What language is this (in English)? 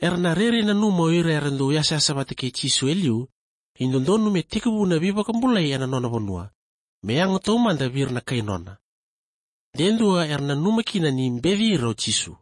Fijian